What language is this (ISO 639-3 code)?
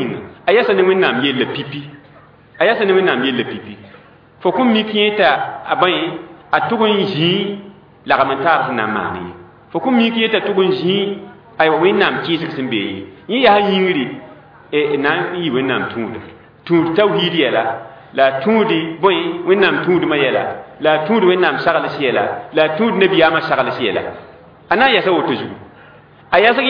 mos